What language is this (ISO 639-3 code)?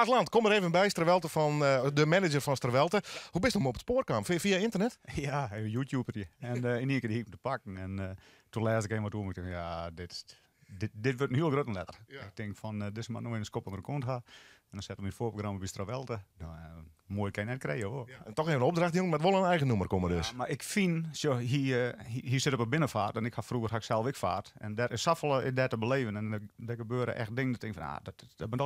fry